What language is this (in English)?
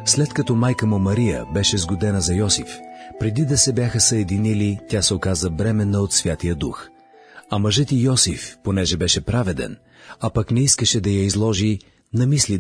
Bulgarian